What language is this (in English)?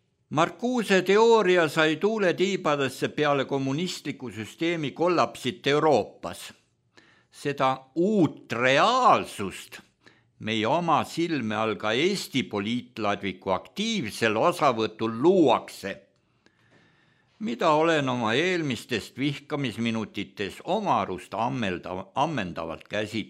Estonian